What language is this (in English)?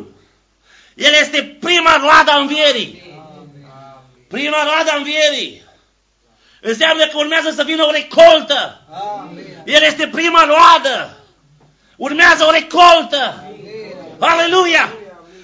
Romanian